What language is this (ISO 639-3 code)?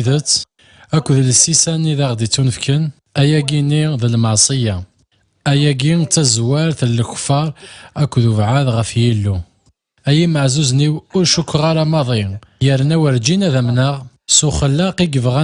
kab